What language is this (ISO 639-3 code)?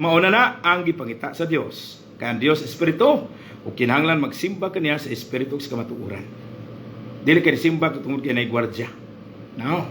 ceb